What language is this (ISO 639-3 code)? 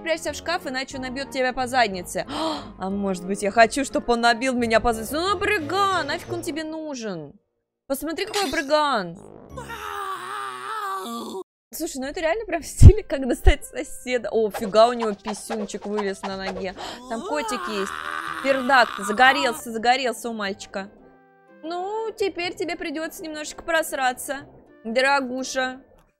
rus